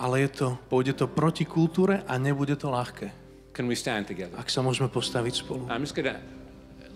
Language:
Slovak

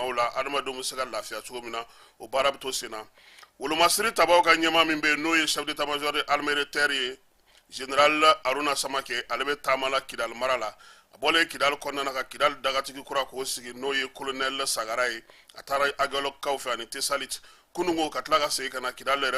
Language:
Bambara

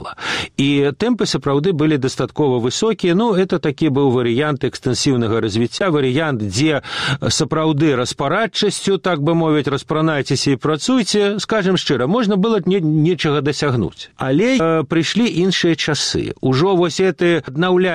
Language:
Belarusian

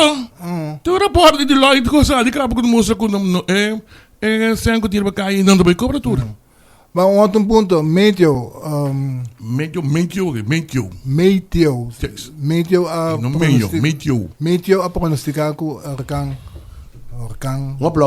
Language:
Papiamento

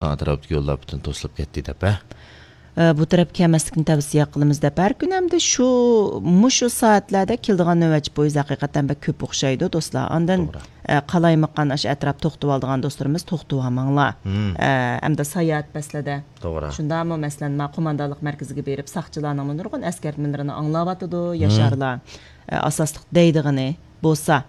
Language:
Uyghur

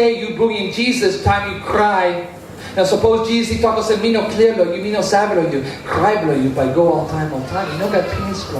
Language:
Tok Pisin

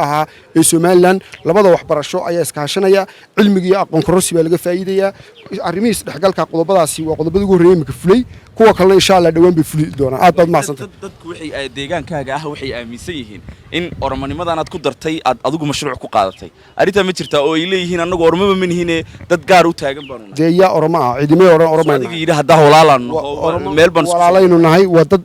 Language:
Somali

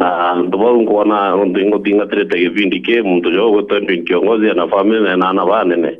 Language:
Meru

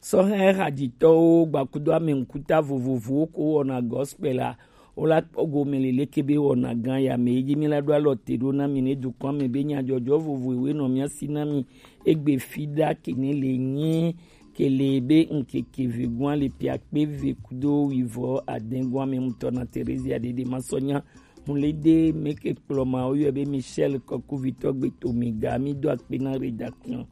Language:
Gen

